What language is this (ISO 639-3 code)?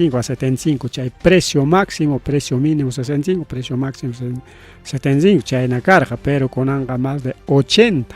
quy